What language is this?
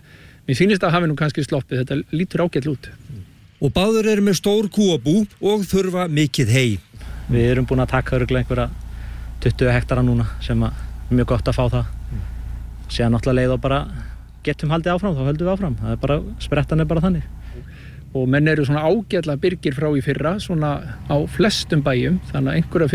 Icelandic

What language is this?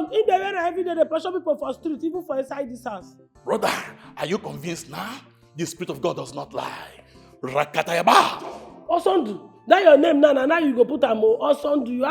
Nigerian Pidgin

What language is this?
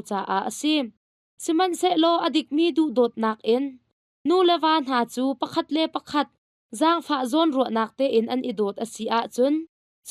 Hakha Chin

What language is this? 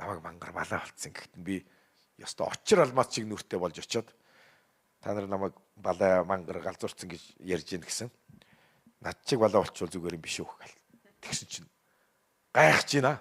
Mongolian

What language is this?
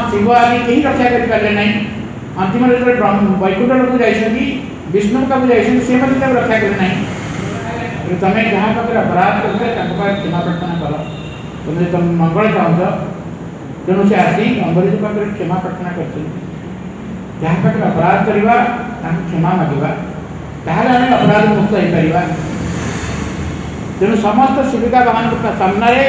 Odia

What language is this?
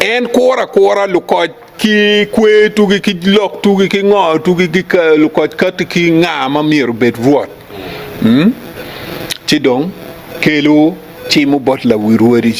Acoli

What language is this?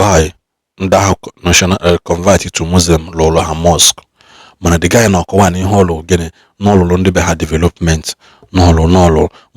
Igbo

